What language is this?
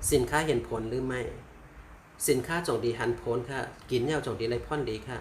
Shan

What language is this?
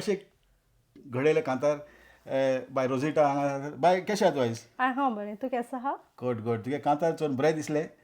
Konkani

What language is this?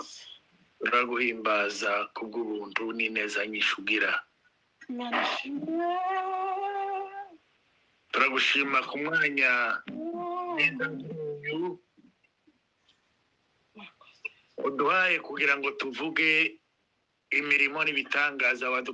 Kinyarwanda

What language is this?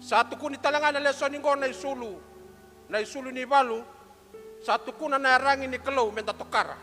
Fijian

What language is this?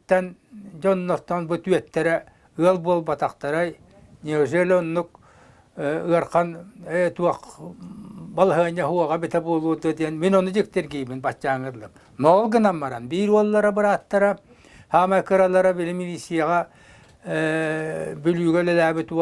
Yakut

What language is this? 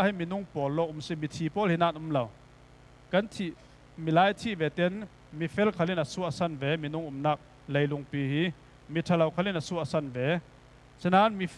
Falam Chin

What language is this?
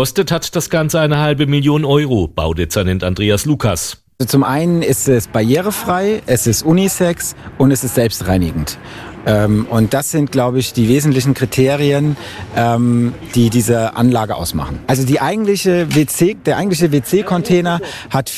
German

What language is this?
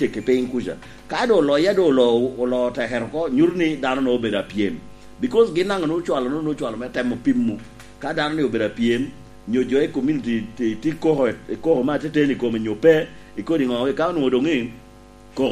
Lango (Uganda)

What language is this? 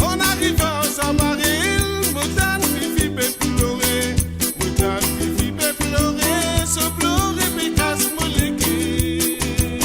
Morisyen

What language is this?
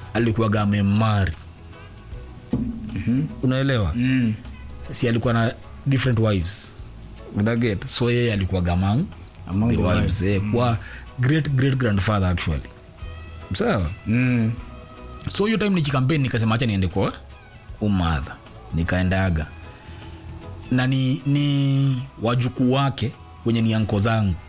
Swahili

